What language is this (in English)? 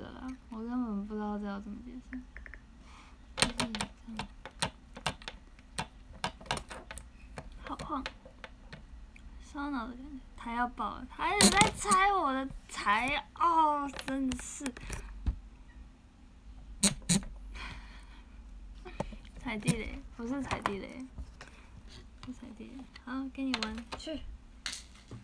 Chinese